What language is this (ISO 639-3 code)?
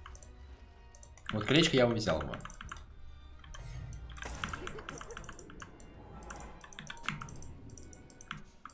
rus